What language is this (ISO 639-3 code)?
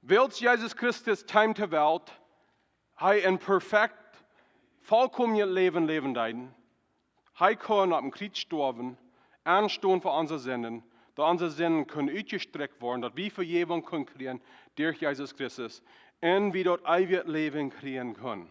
pdt